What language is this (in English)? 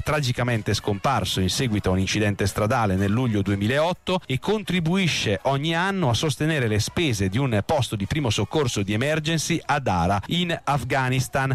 Italian